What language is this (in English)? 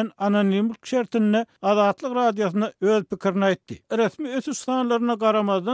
Turkmen